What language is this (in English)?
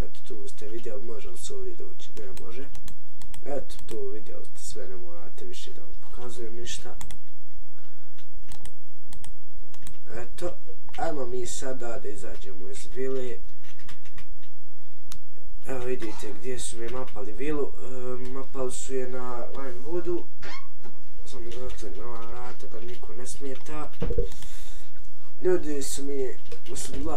Bosnian